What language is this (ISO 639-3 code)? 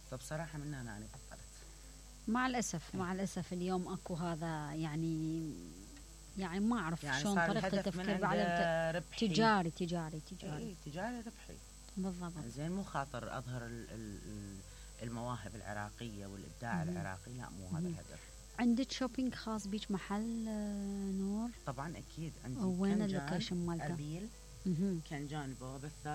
acm